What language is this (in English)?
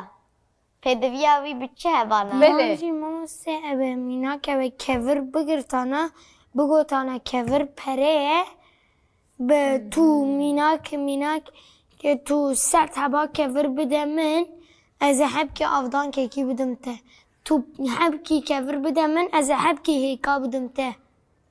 Kurdish